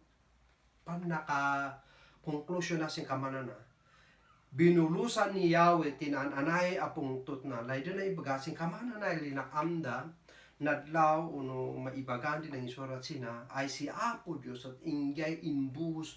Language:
Kankanaey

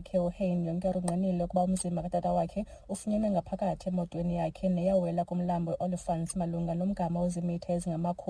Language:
Xhosa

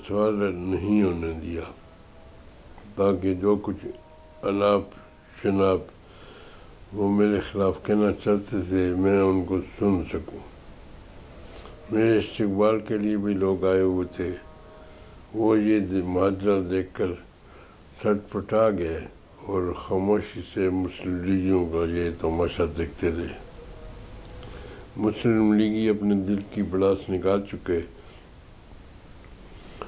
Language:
Urdu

